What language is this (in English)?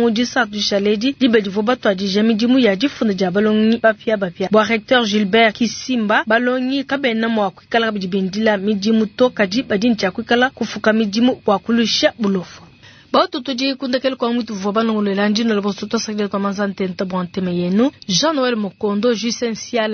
Luba-Lulua